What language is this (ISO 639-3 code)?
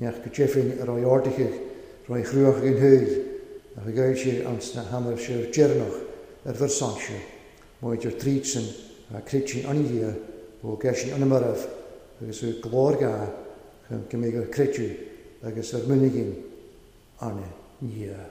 cym